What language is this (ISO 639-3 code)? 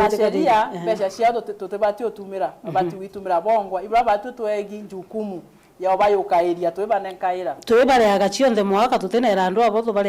mer